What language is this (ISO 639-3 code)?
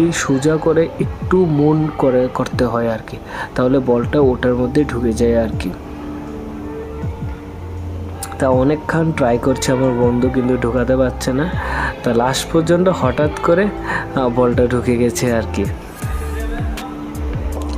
ben